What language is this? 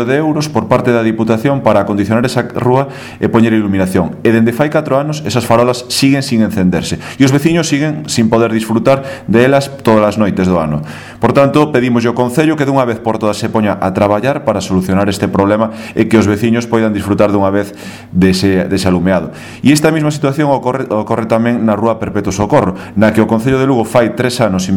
Galician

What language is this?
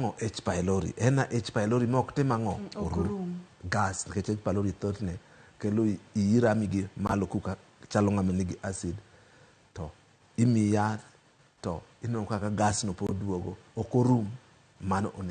Luo (Kenya and Tanzania)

